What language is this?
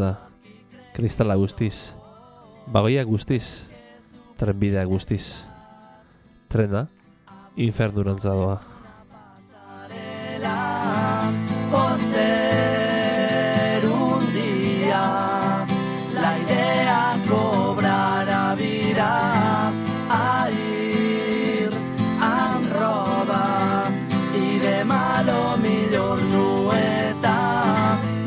Basque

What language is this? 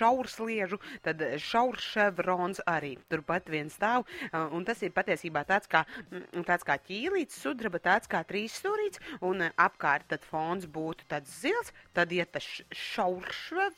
Latvian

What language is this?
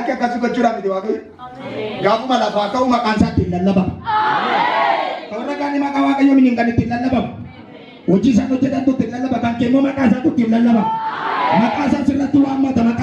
Oromo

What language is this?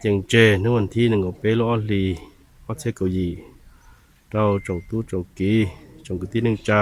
Hmong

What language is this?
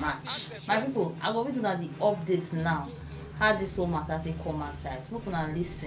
Nigerian Pidgin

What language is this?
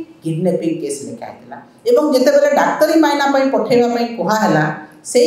Odia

